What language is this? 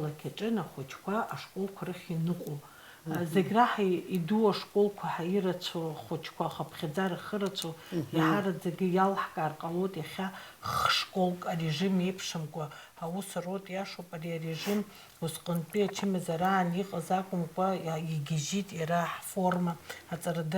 Abkhazian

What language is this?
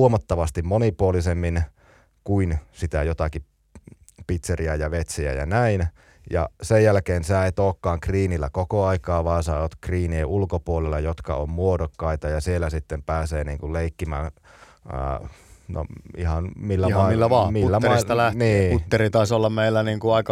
Finnish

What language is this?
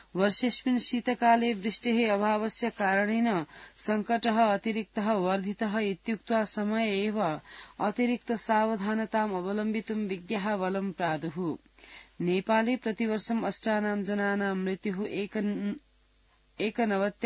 Sanskrit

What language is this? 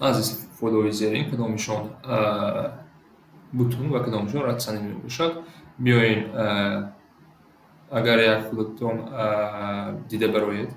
Tajik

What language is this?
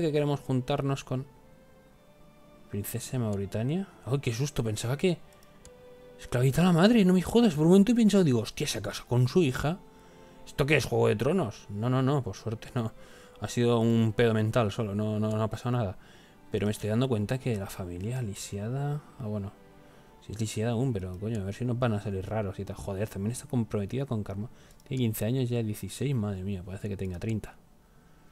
Spanish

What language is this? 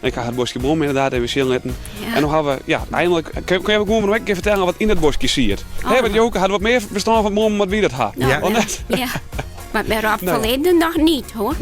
Western Frisian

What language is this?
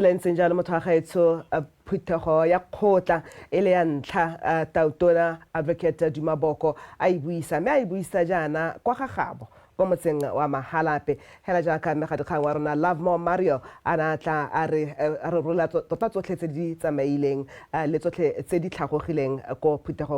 Tswana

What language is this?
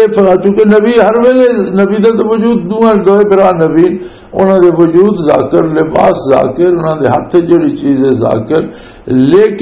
Western Panjabi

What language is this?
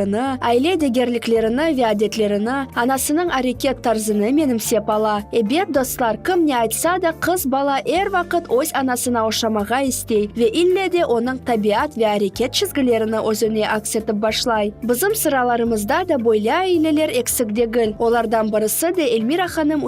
Crimean Tatar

